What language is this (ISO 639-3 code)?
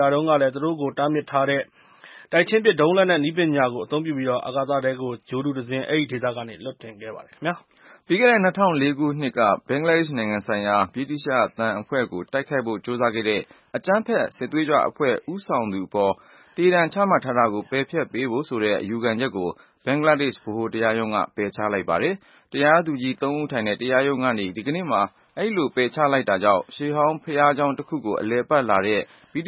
mya